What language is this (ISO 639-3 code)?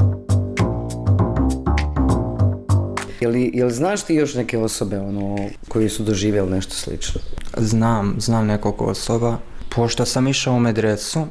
bos